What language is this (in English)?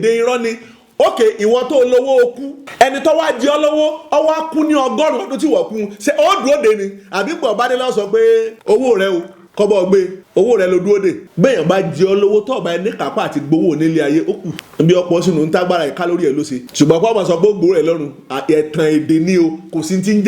Yoruba